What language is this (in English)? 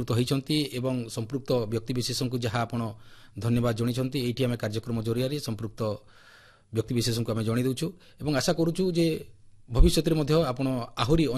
Odia